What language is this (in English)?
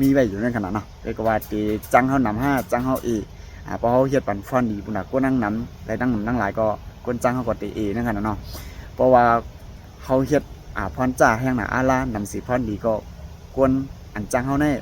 Shan